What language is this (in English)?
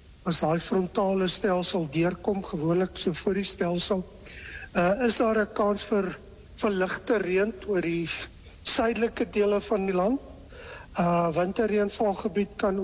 Afrikaans